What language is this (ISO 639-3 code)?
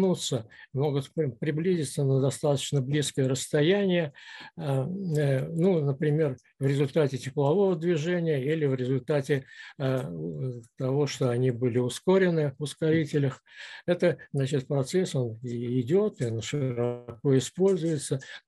rus